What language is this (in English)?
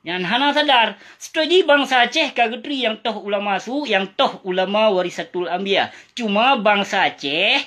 Achinese